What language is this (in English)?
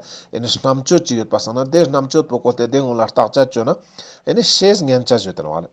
Ladakhi